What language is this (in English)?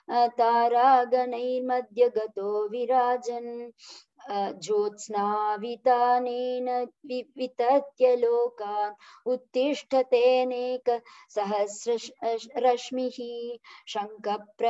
Sanskrit